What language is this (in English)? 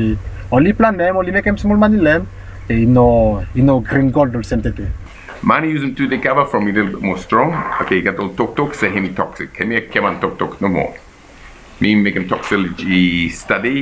Bislama